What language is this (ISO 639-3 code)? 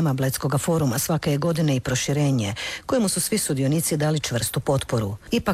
hrv